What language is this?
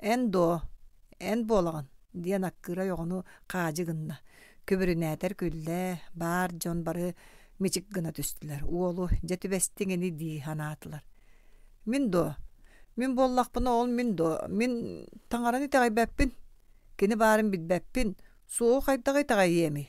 Yakut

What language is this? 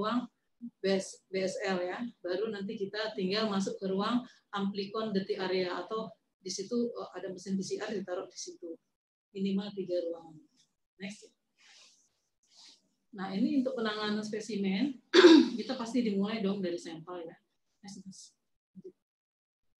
Indonesian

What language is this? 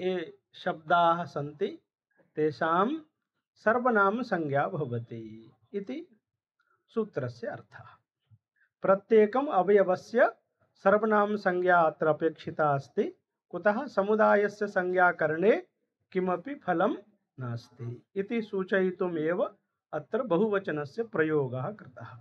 Sanskrit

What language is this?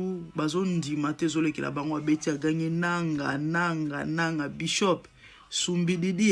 Lingala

